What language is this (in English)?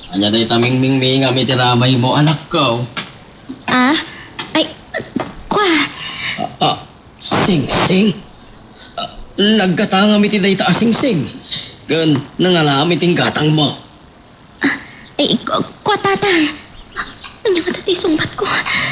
Iloko